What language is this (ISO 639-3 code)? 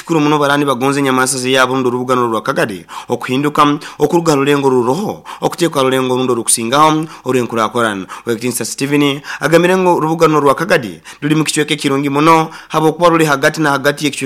nyo